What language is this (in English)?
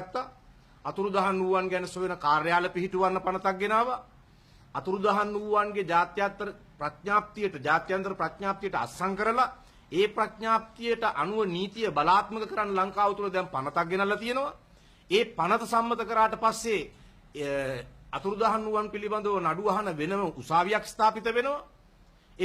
Sinhala